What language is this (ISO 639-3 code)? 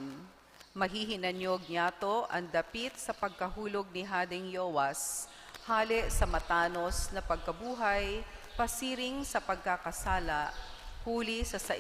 bik